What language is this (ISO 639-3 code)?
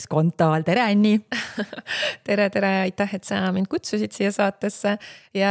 est